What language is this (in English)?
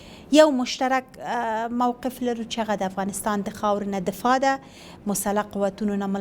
Pashto